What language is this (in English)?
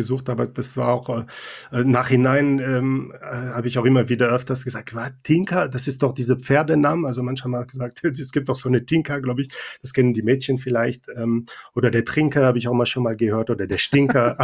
German